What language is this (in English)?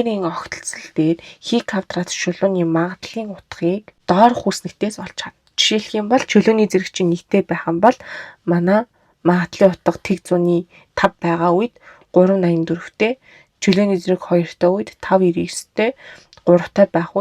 Mongolian